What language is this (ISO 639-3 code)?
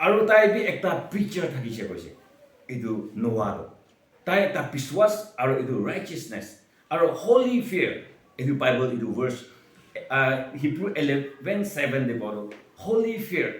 nag